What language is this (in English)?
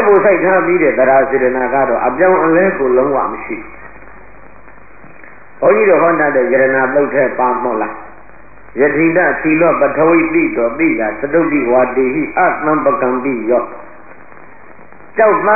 Burmese